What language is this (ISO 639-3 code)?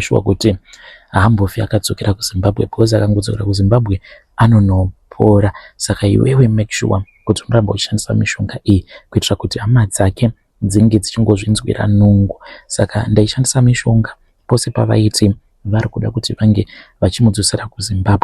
sna